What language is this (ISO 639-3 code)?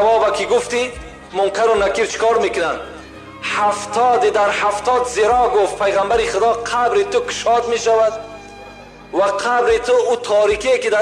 tgk